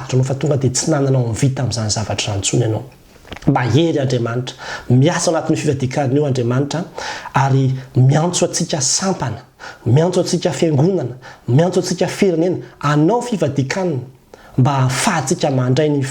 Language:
Malagasy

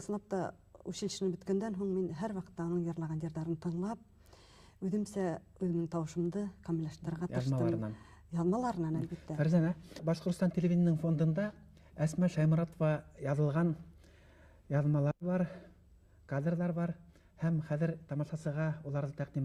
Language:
Bashkir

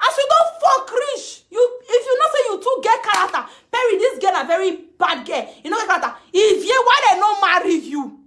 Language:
Nigerian Pidgin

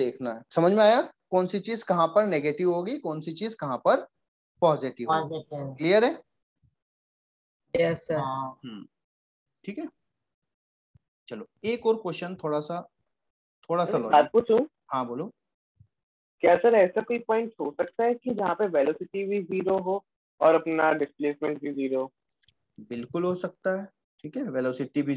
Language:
Hindi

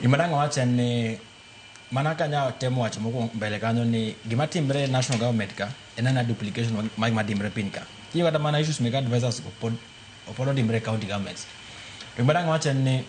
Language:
Luo (Kenya and Tanzania)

